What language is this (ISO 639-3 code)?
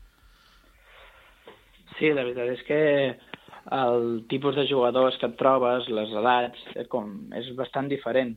cat